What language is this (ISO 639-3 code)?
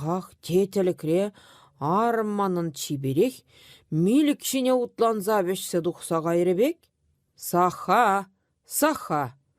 chv